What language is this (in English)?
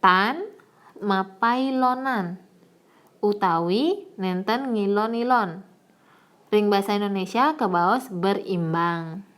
Balinese